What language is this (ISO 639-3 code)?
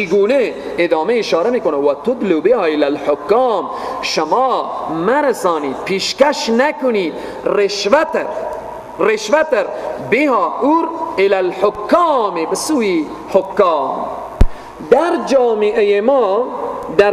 fas